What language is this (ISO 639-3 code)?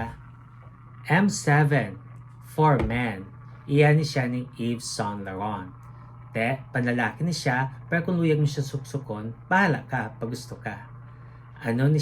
hil